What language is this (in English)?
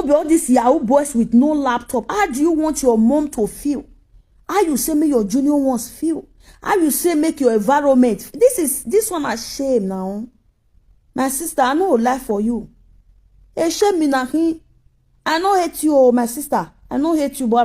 Nigerian Pidgin